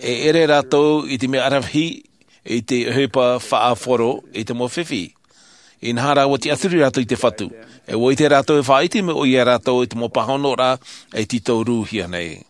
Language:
Tahitian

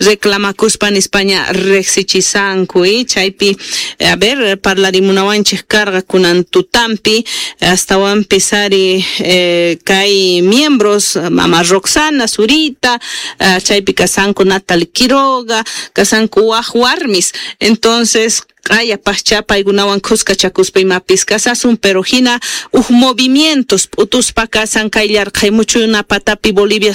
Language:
Quechua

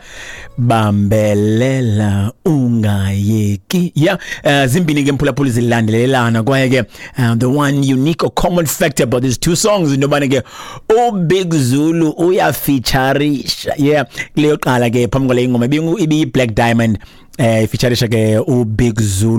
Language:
Xhosa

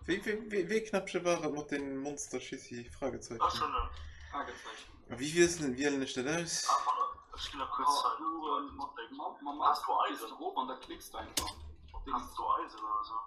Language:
Luxembourgish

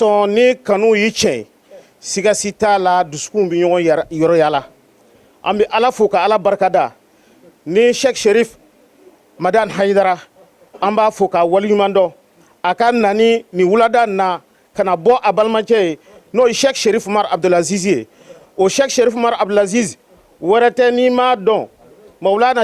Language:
Bambara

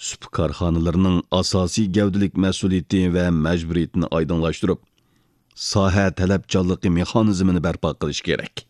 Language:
Uyghur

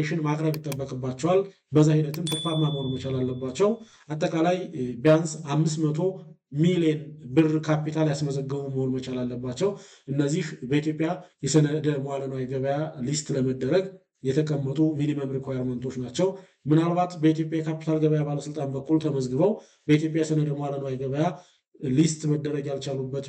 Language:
Amharic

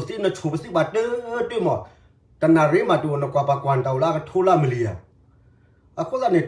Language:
S'gaw Karen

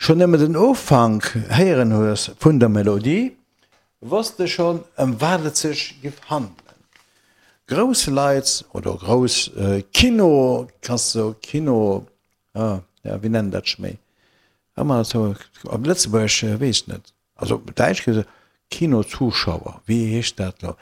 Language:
Luxembourgish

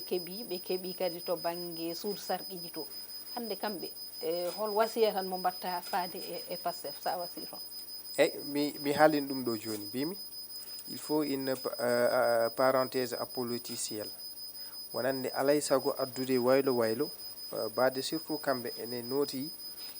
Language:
Fula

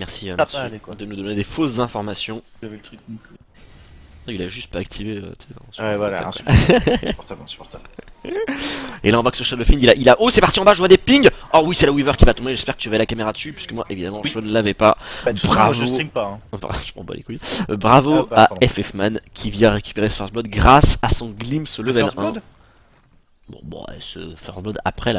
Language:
French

